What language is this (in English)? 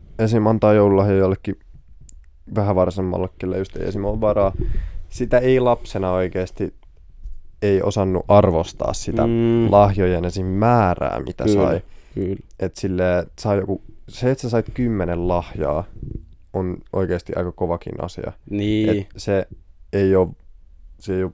Finnish